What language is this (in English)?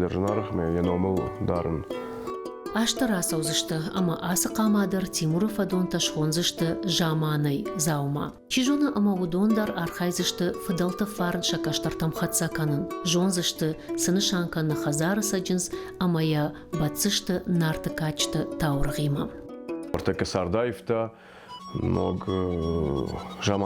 Ossetic